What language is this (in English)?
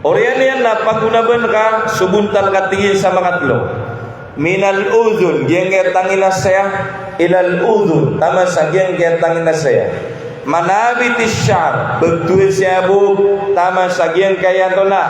Maranao